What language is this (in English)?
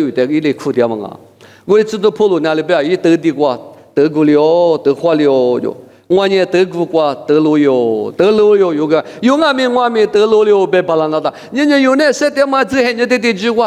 Lisu